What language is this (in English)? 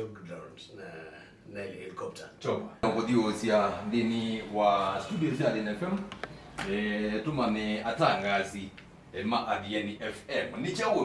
Kamba